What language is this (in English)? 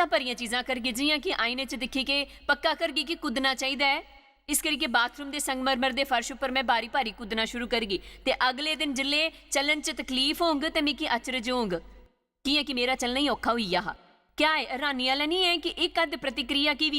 Dogri